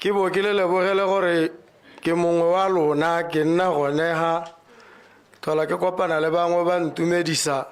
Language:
Tswana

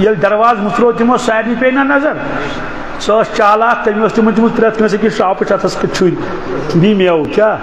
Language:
Kashmiri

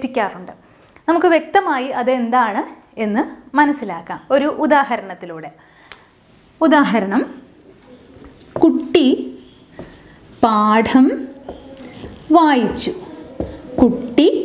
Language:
Malayalam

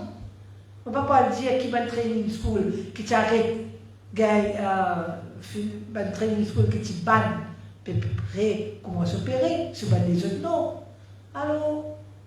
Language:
Morisyen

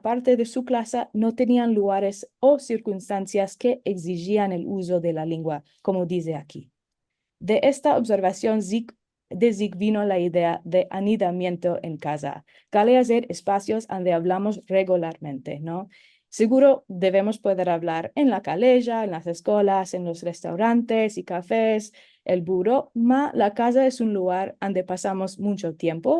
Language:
Ladino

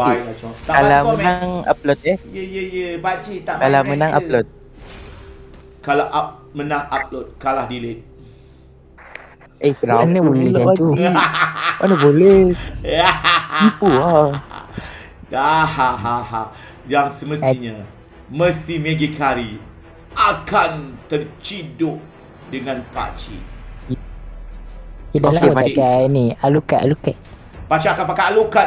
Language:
Malay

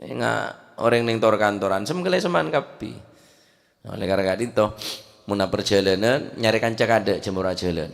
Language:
Madurese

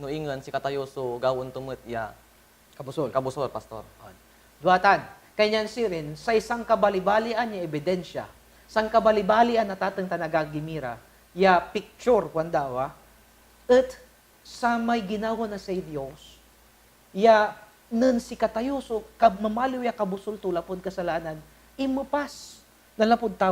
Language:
Pangasinan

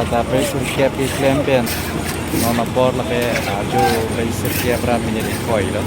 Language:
Karbi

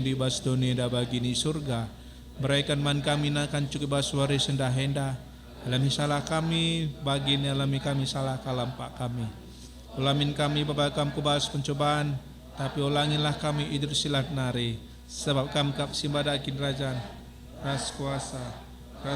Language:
Batak Karo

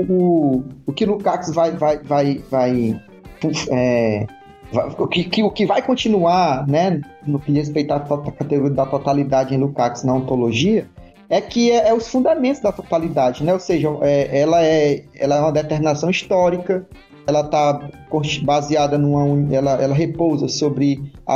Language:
Portuguese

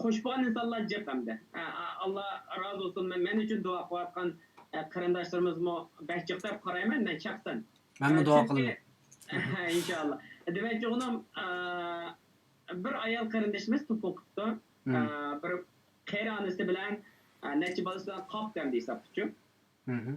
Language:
Uyghur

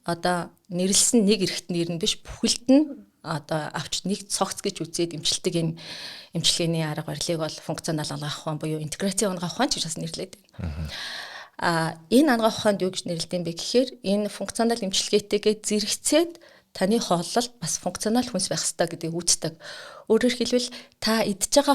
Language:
Mongolian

